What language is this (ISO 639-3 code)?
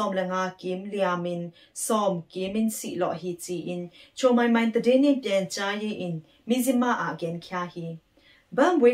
ctd